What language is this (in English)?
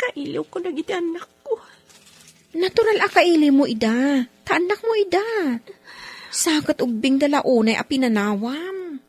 Iloko